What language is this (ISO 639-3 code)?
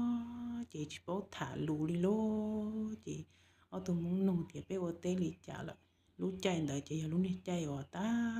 hmn